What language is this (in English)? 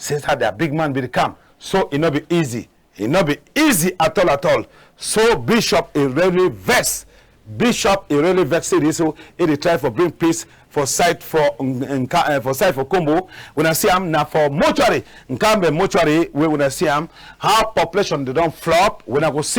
Cameroon Pidgin